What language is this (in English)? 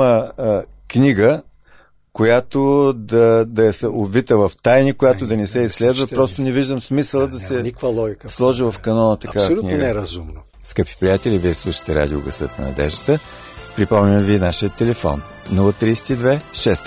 Bulgarian